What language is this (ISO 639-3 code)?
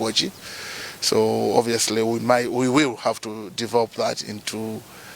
eng